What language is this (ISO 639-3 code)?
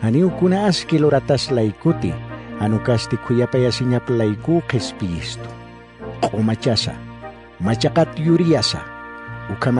aym